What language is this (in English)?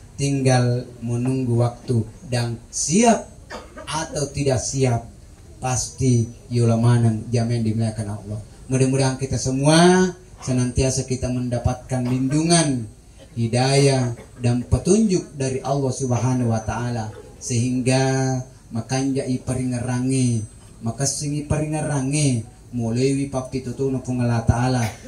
Buginese